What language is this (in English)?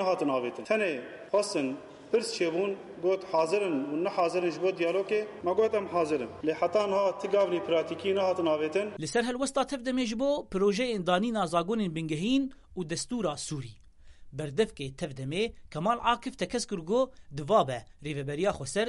Kurdish